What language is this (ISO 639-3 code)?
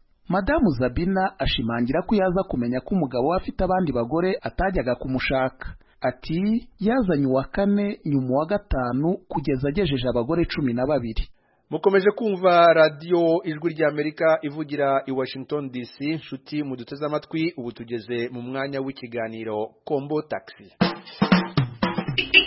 kin